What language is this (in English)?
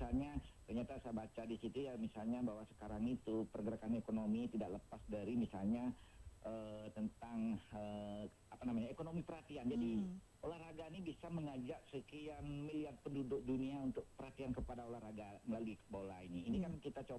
Indonesian